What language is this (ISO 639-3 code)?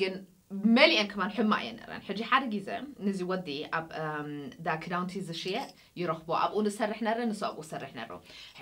tir